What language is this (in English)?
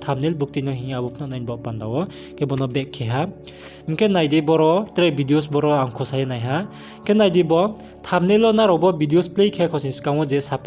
Riang (India)